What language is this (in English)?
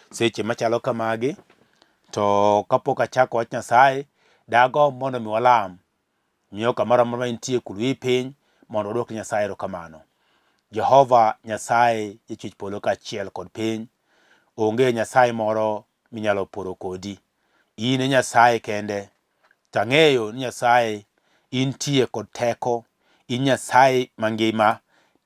Luo (Kenya and Tanzania)